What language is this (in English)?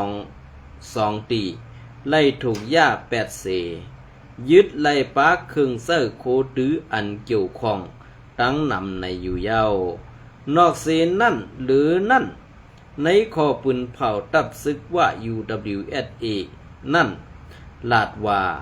Shan